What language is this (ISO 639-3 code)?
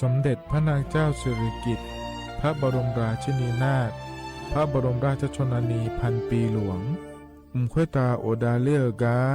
ahk